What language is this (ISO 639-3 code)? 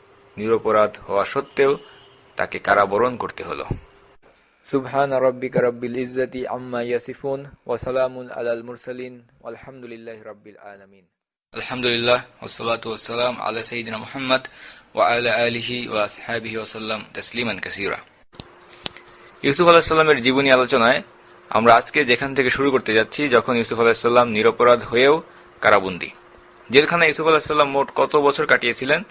ben